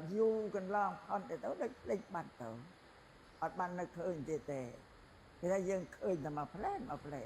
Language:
Khmer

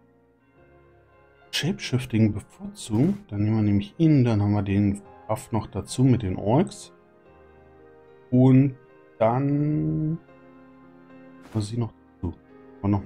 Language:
German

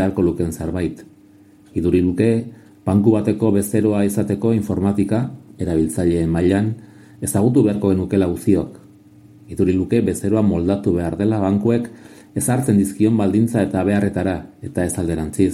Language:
Basque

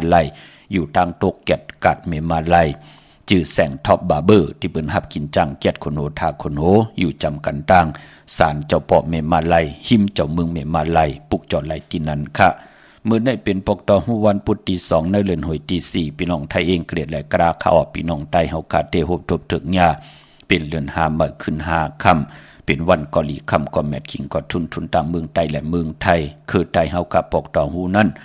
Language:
Shan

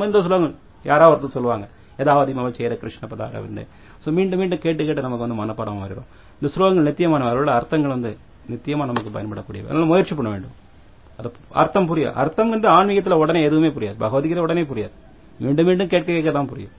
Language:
Tamil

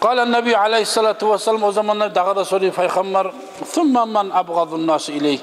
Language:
Kumyk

